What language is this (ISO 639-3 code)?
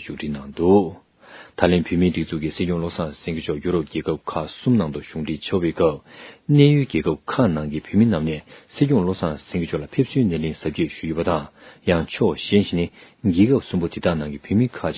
bod